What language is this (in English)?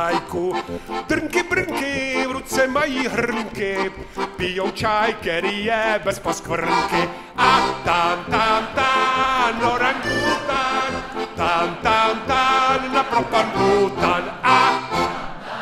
Czech